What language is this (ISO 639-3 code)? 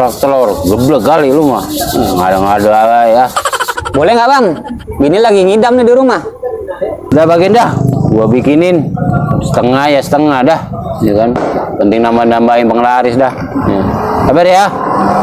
bew